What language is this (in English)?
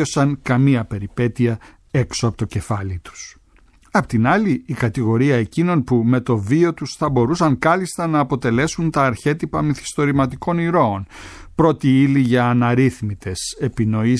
Greek